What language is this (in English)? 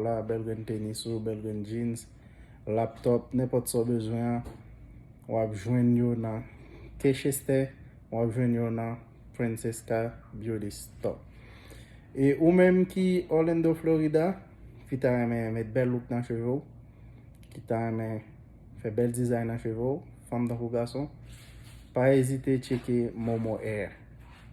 Haitian Creole